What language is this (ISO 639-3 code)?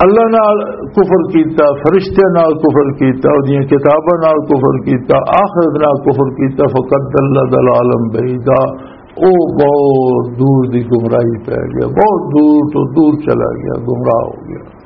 lah